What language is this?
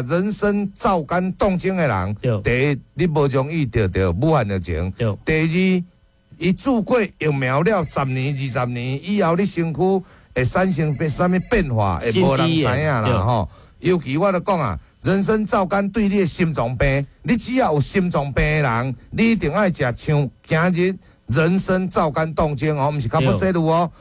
Min Nan Chinese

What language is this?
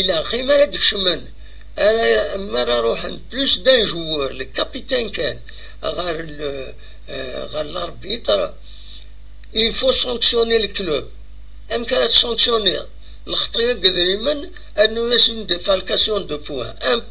Kabyle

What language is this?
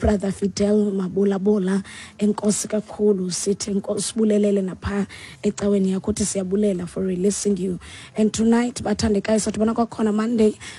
Xhosa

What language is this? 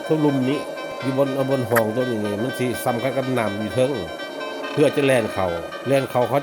Lao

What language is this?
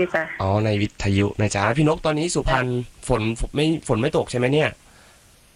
Thai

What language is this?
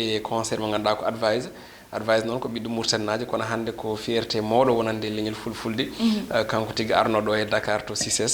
Fula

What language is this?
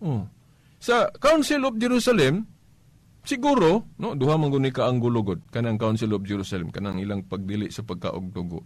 Cebuano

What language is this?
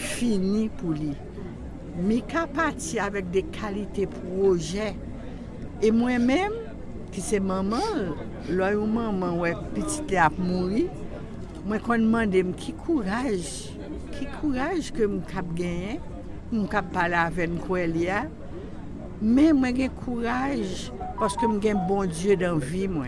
Haitian Creole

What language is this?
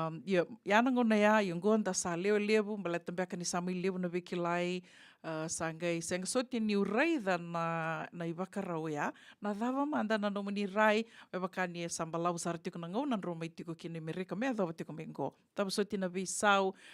Fijian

